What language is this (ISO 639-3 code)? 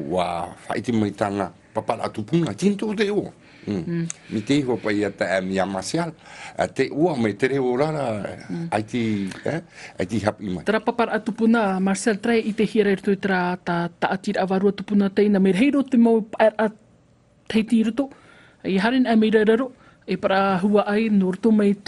tah